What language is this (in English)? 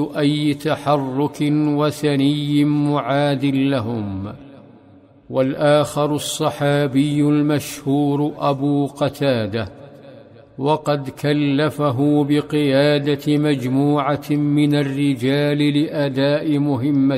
Arabic